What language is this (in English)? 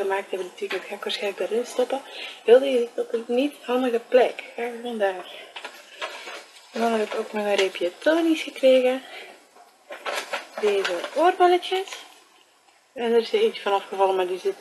Dutch